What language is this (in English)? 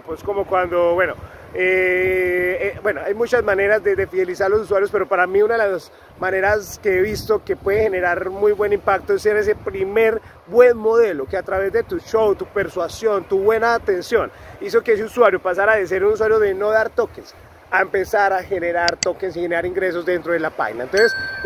Spanish